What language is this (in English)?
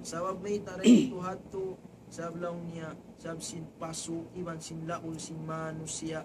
Tausug